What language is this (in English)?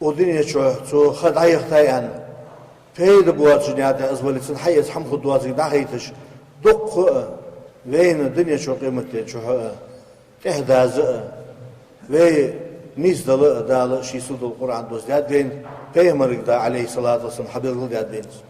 Ingush